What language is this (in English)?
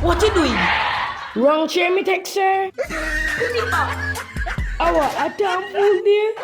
Jamaican Creole English